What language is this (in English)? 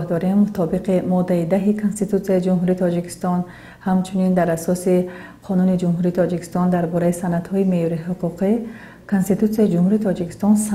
Tajik